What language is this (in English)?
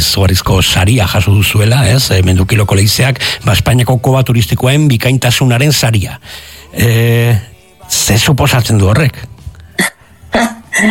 Basque